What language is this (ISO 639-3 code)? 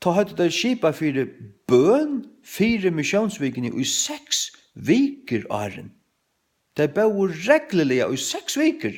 fao